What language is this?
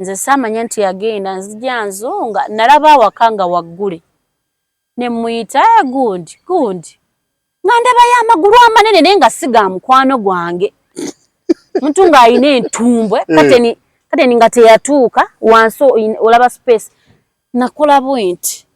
Ganda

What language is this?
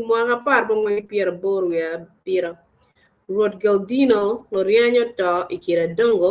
Acoli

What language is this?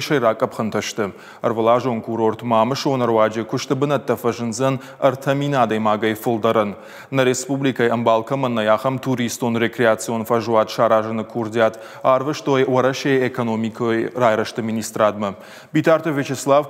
Ossetic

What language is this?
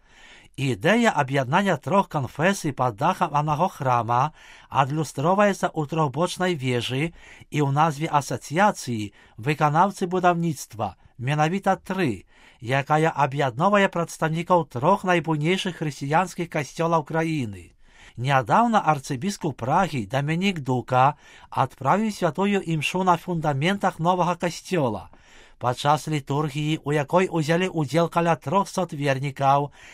Belarusian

